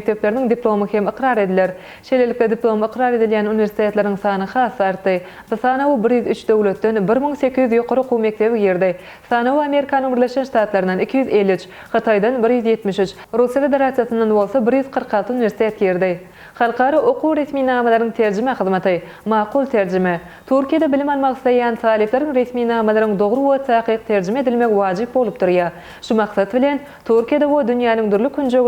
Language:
Turkmen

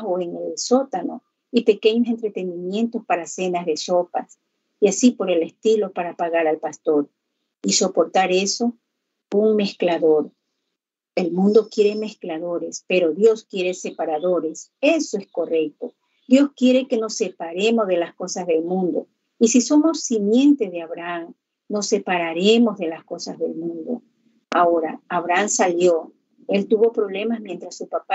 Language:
Spanish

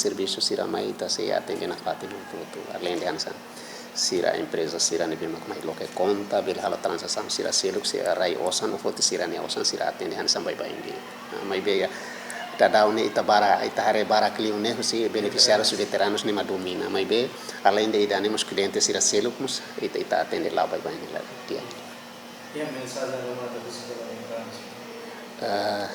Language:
Tetum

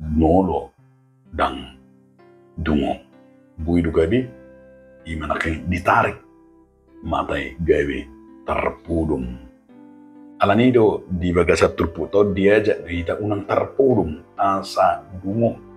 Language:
Batak Toba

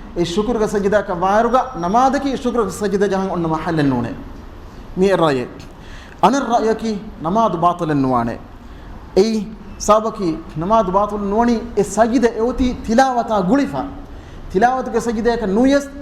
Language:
Divehi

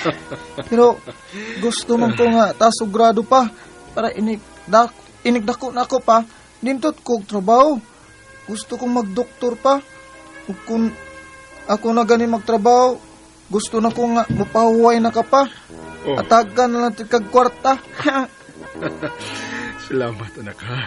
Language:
Cebuano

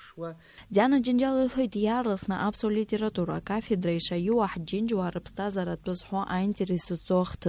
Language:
Abkhazian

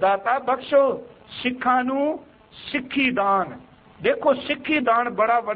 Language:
Punjabi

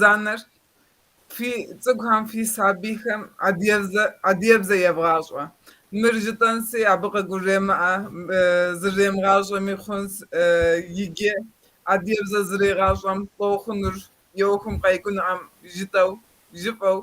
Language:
Kabardian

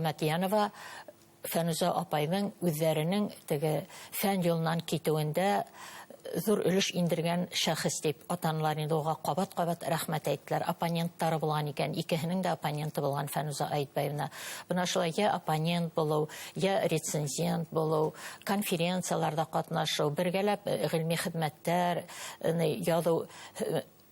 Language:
Bashkir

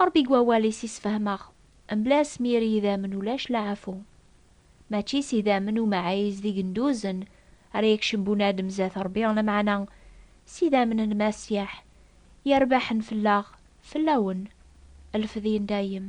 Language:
Kabyle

